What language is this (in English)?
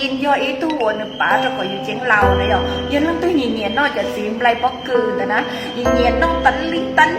Hmong